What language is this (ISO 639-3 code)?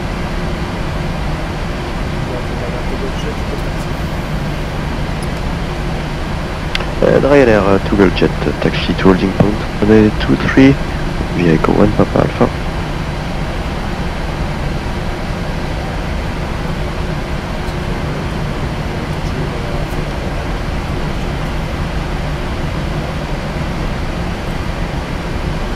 eng